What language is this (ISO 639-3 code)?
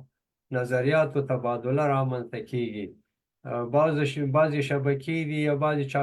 pus